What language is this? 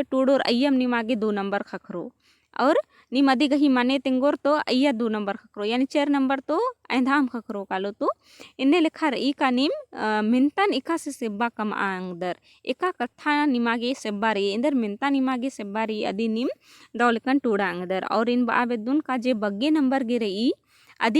Kurukh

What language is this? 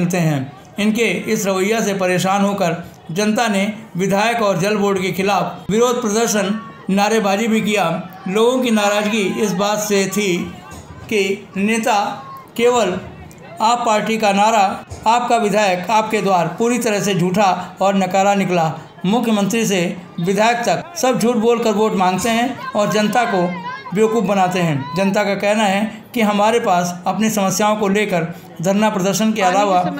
Hindi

